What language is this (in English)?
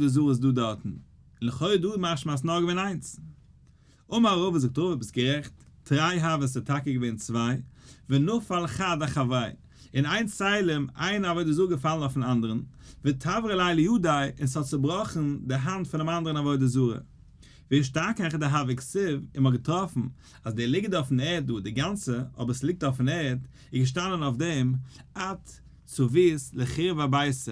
Yiddish